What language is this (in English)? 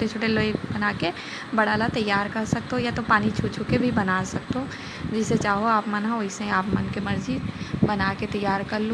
Chhattisgarhi